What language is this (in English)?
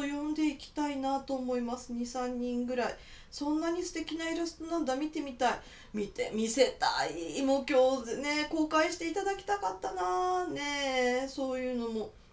Japanese